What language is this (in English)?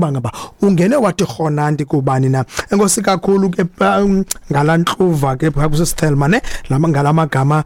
Xhosa